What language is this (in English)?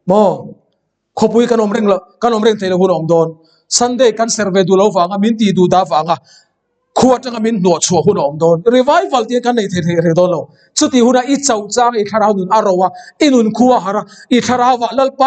Mizo